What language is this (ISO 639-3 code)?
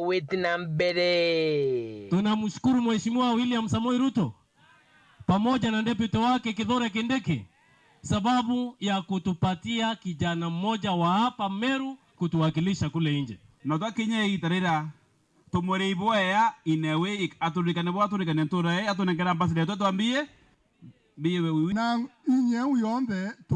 mer